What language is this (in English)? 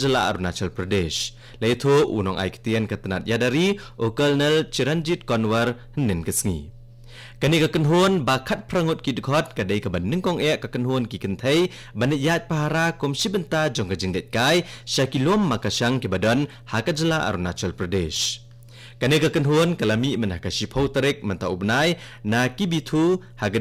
Khasi